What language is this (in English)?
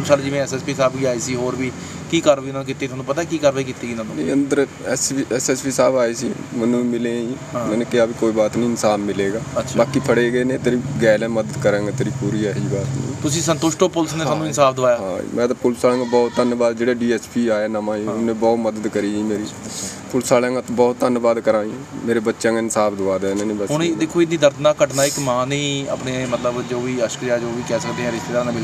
Punjabi